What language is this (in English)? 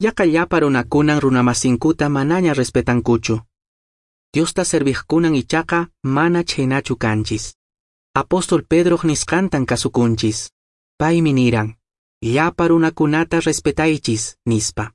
Quechua